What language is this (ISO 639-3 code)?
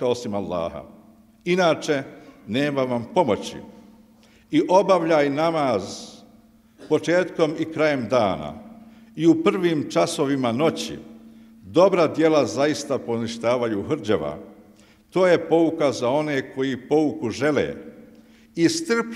bos